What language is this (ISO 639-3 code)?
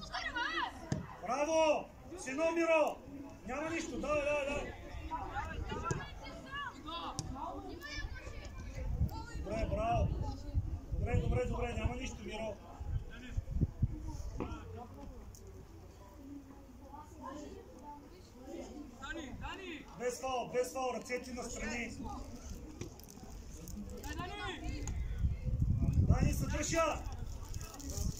bul